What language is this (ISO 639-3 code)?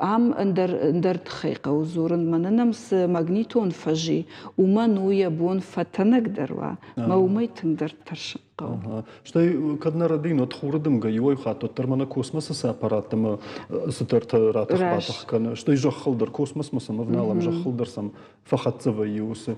oss